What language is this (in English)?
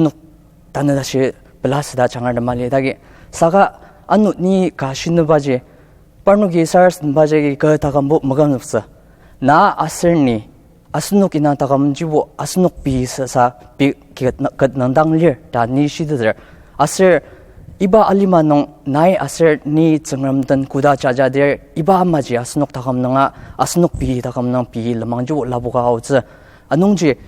Ao Naga